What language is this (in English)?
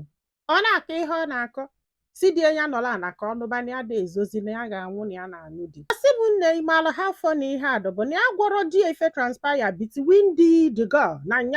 Igbo